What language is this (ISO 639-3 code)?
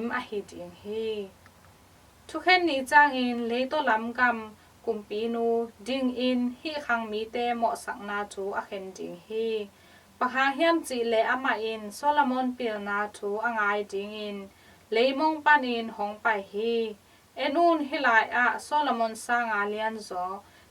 ctd